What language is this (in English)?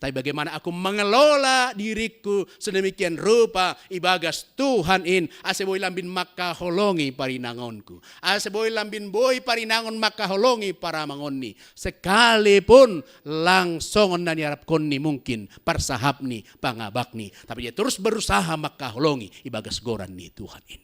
Batak Simalungun